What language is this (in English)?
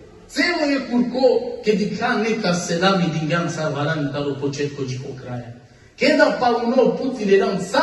Balkan Romani